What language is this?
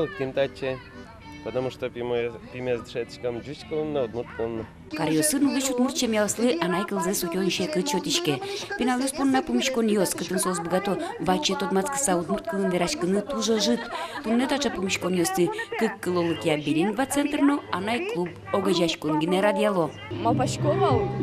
Udmurt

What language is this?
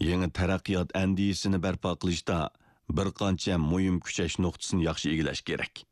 Uyghur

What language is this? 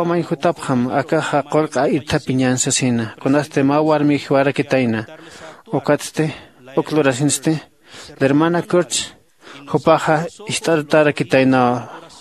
Aymara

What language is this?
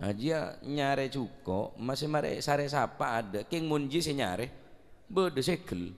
Madurese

